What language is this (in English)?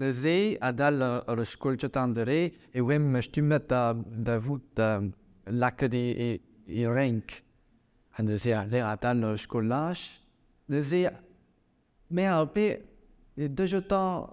Breton